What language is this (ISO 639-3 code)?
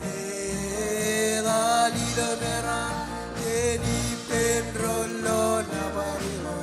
mah